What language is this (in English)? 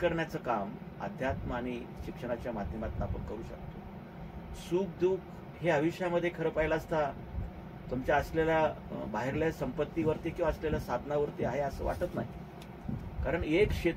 Marathi